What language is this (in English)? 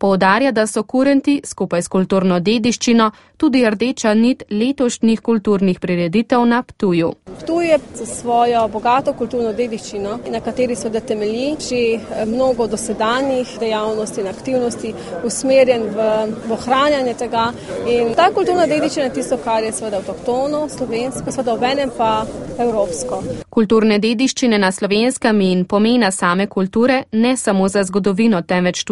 Slovenian